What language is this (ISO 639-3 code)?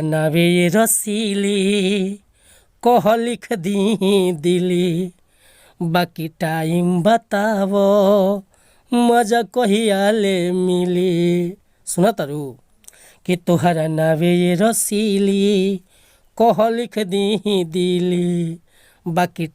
bho